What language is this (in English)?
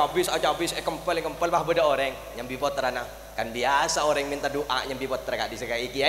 Madurese